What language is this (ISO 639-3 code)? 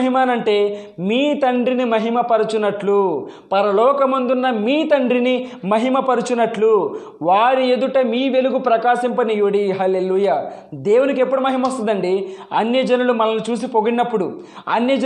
tel